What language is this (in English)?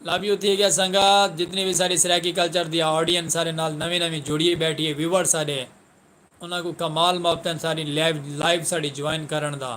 Saraiki